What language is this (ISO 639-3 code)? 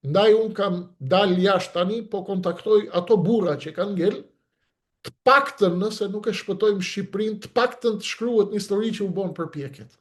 sqi